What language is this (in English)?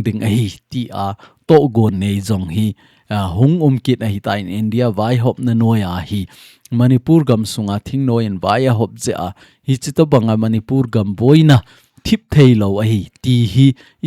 Thado Chin